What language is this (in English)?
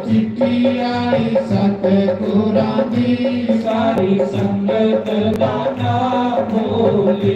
Dogri